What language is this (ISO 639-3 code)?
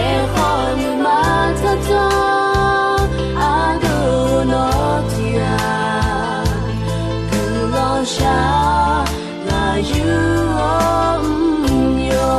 ahk